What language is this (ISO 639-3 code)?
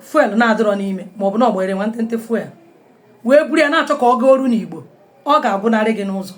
ibo